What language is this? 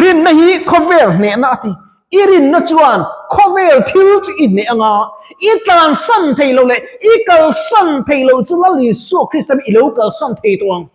Mizo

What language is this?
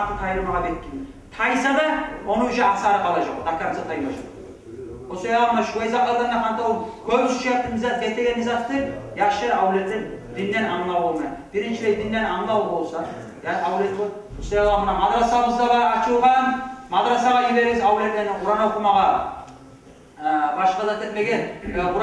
Kumyk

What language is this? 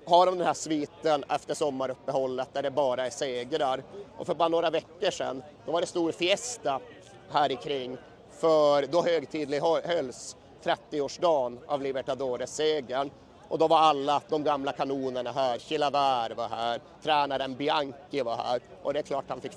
Swedish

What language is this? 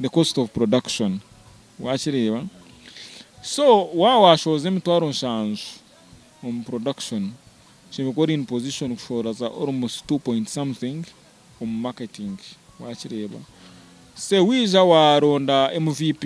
Nyankole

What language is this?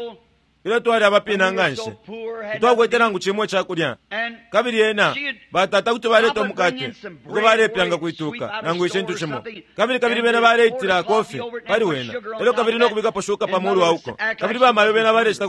Bemba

